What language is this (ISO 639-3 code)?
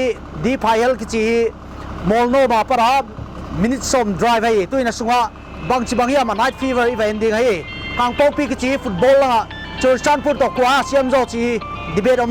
pck